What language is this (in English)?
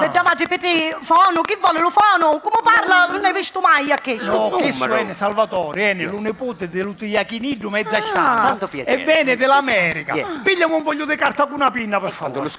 Sicilian